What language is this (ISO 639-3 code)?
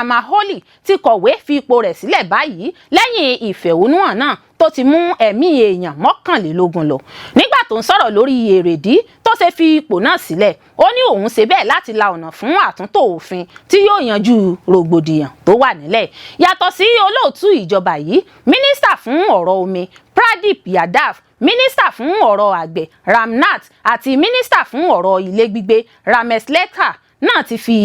yor